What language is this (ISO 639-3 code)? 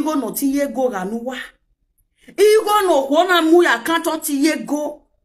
pcm